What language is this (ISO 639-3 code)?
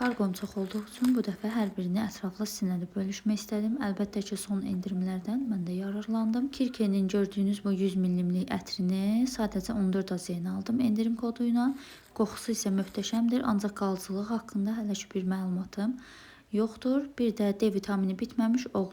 aze